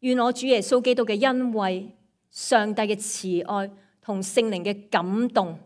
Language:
Cantonese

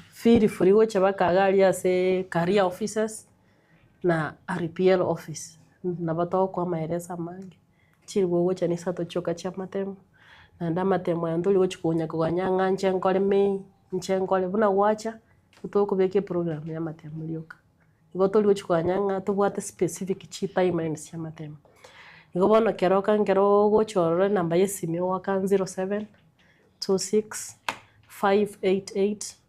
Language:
Gusii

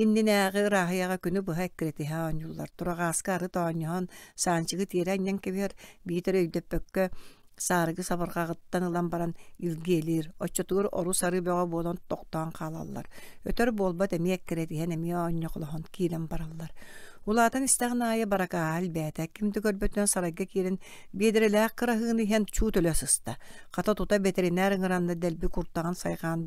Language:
Yakut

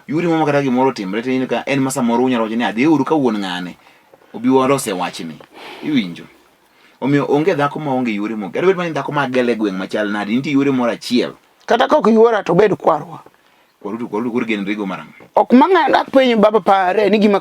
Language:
Luo (Kenya and Tanzania)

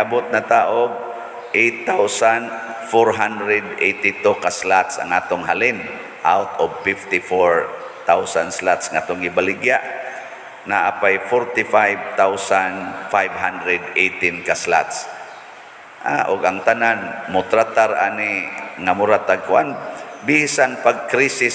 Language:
Cebuano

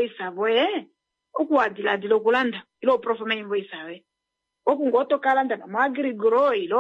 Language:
Kuanyama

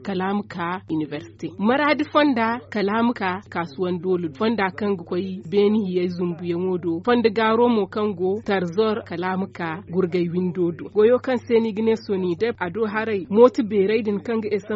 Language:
Zarma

